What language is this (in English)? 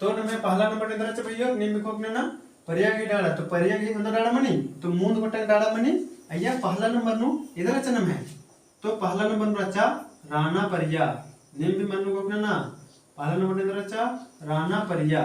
Kurukh